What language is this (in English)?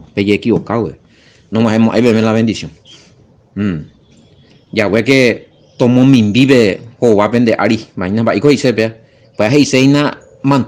Guarani